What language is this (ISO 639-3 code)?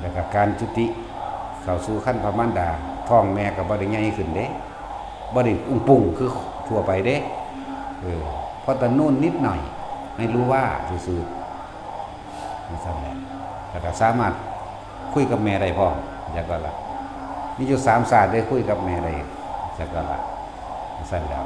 tts